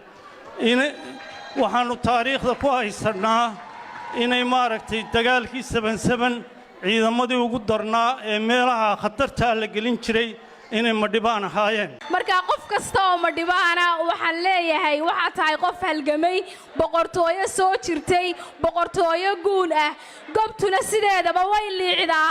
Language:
Somali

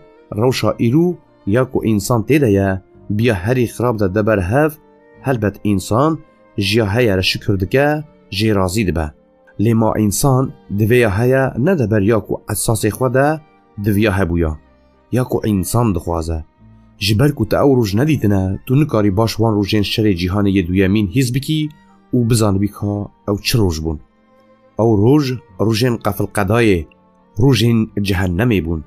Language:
Kurdish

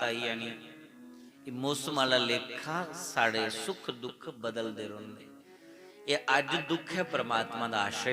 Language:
Dogri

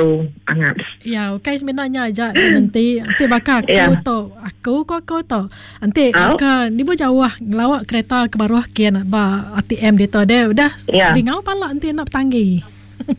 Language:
Iban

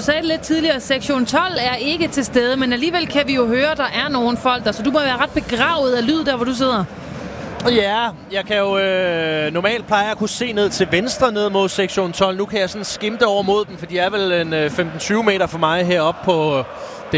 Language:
Danish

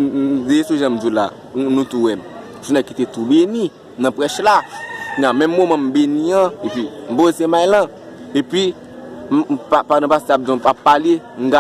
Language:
Haitian Creole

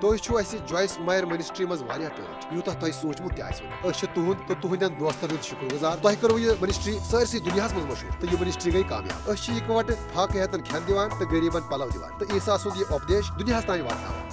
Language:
Kashmiri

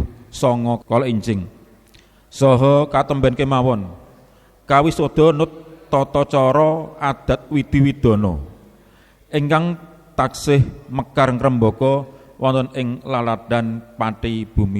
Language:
Javanese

